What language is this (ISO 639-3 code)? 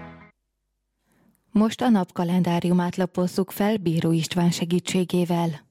hun